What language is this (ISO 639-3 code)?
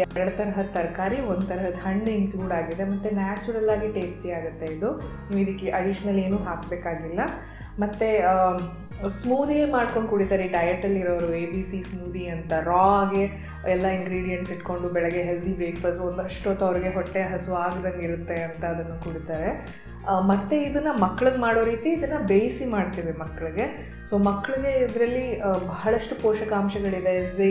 kan